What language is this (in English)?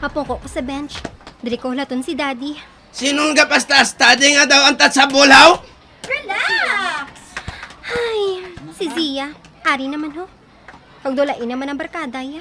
Hiligaynon